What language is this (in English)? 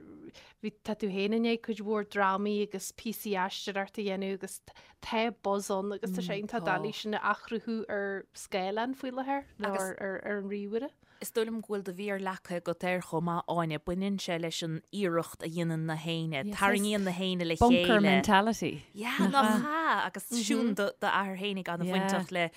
Irish